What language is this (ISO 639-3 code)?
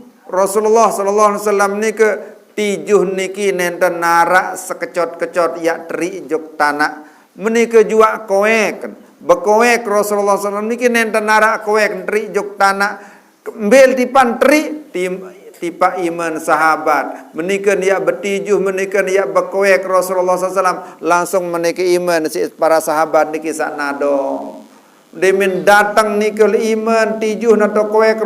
sas